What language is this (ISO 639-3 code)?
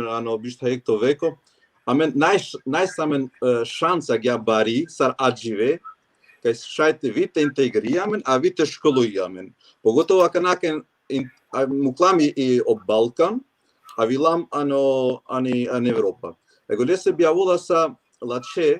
rmn